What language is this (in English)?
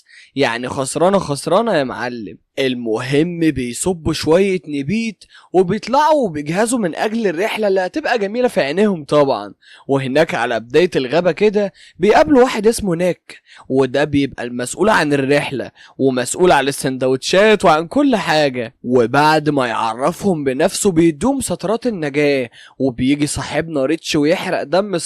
Egyptian Arabic